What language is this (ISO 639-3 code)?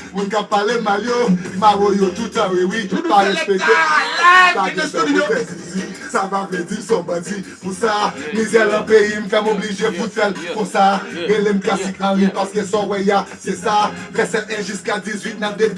hat